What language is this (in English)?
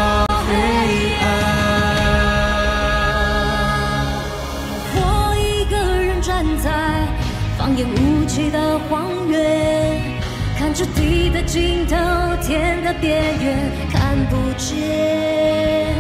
Chinese